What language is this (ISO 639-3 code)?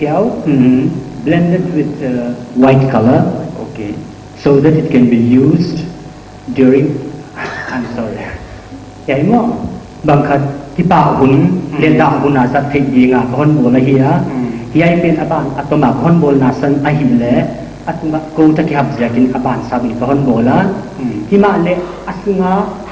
pck